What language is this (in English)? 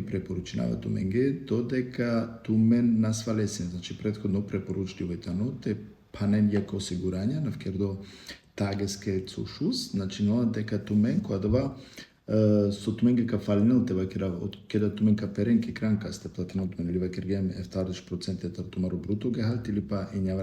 Balkan Romani